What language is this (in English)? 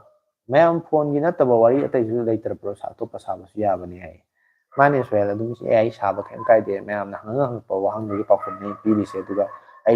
Manipuri